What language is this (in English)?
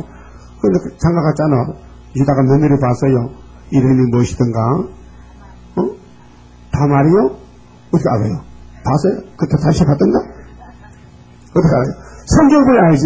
Korean